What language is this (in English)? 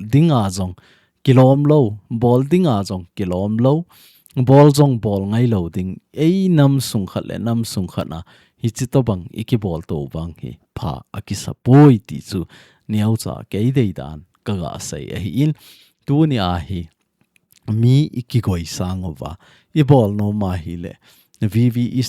Thado Chin